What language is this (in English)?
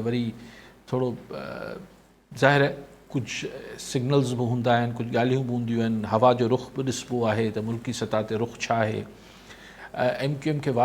Sindhi